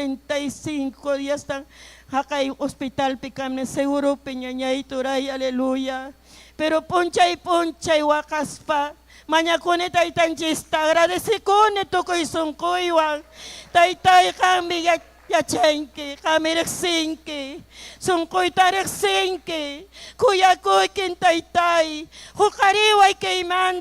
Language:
Ayacucho Quechua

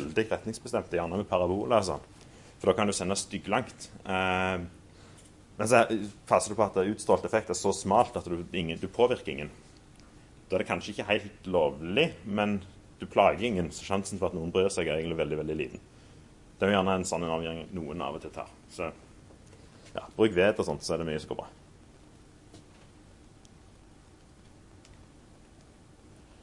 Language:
Norwegian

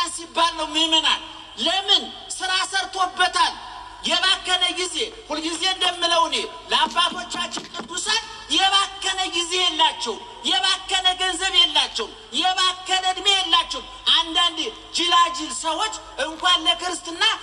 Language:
Amharic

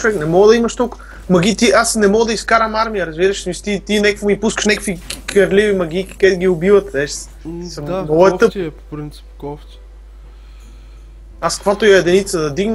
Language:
Bulgarian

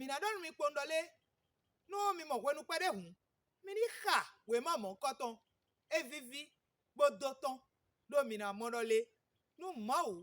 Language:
Fon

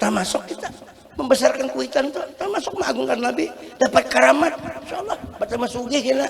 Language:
Banjar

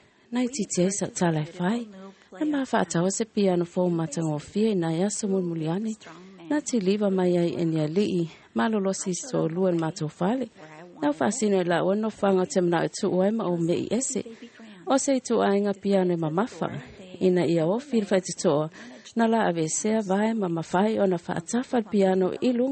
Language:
Samoan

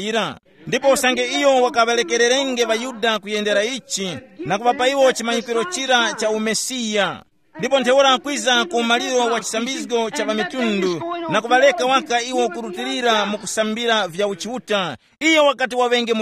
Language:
Tumbuka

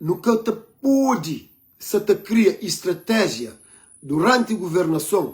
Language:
Kabuverdianu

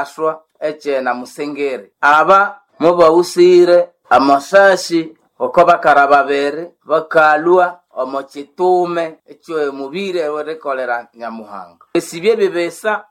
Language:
Nande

